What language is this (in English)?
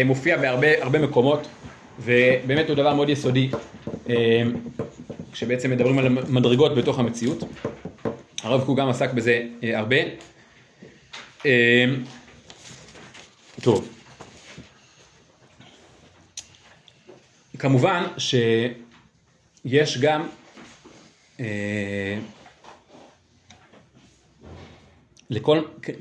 Hebrew